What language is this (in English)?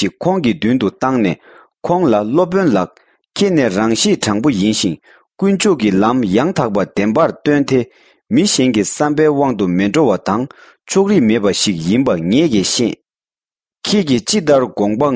Tibetan